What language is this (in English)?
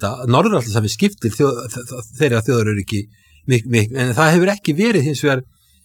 Icelandic